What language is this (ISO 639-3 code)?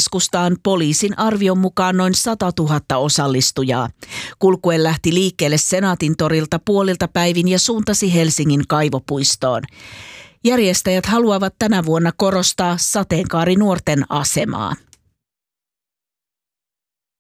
fin